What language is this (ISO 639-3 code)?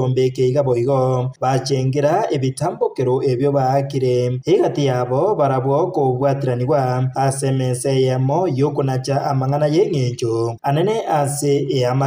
guz